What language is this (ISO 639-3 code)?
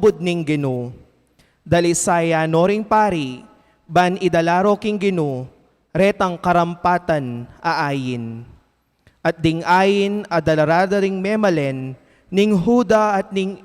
pam